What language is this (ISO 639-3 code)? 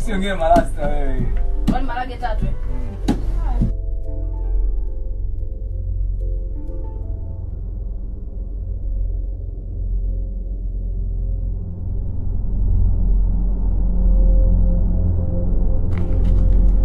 swa